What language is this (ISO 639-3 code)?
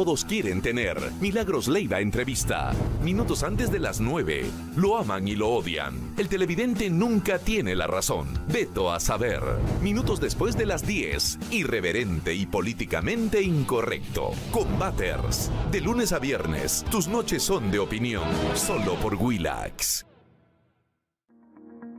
spa